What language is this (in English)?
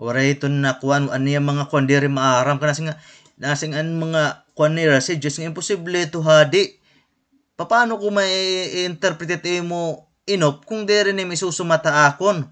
Waray